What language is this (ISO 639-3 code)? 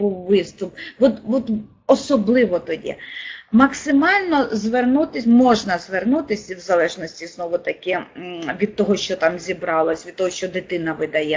ukr